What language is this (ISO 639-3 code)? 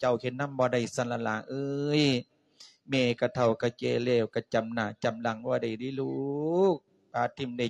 lao